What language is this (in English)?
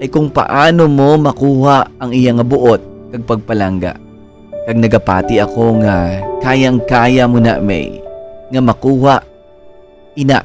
Hiligaynon